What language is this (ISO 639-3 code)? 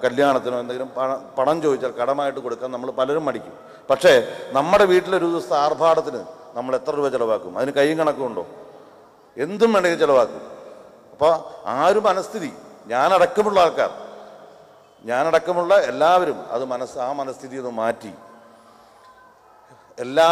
mal